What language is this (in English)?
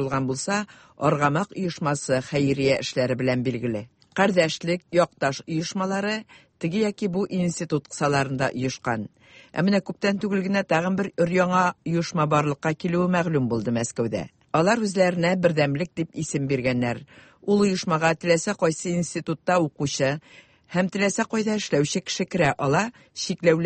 Tatar